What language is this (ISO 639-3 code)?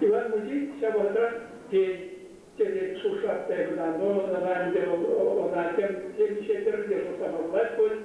chv